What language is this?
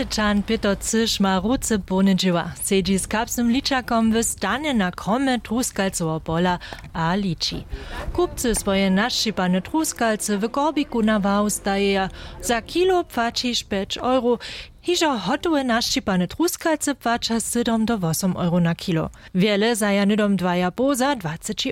Upper Sorbian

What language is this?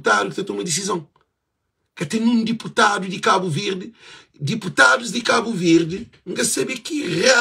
Kabuverdianu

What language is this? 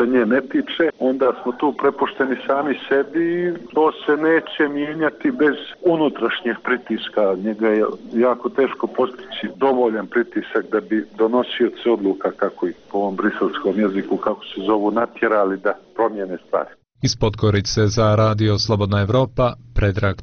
Serbian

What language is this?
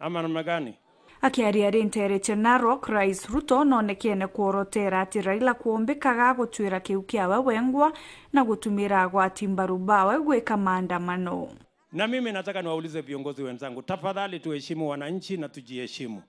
Meru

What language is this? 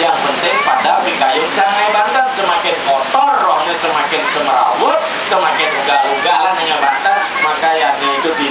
Balinese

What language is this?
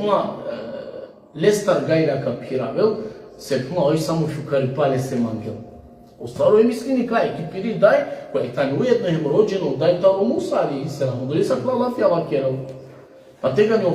Balkan Romani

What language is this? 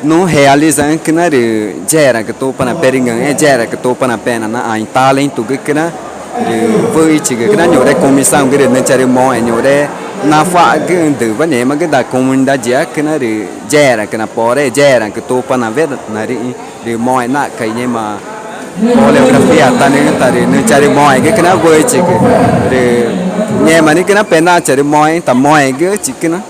Ticuna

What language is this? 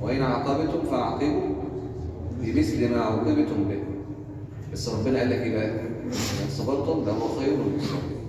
Egyptian Arabic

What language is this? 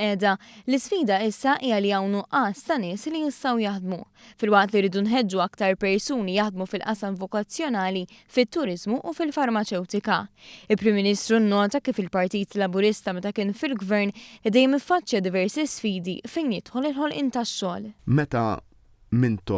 Maltese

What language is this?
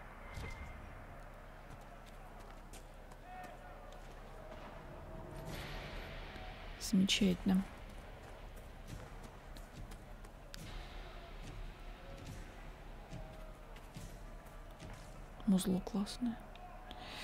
Russian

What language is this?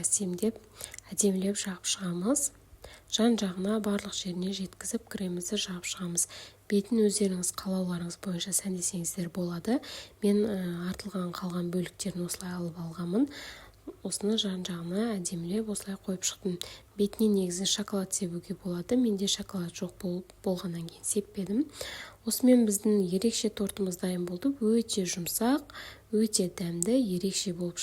Kazakh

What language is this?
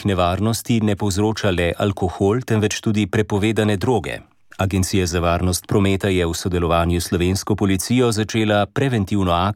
Slovenian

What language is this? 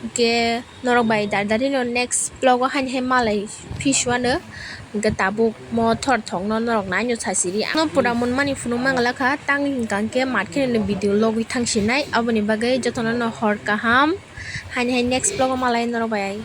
Kok Borok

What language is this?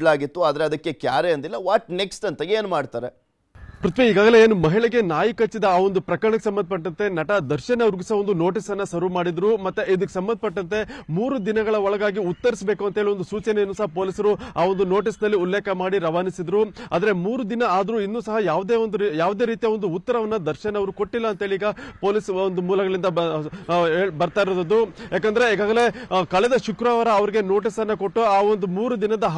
Kannada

